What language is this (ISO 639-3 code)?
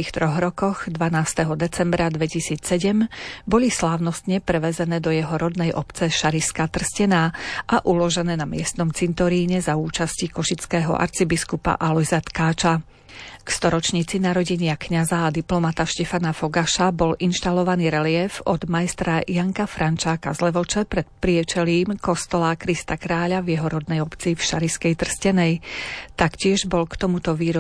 slk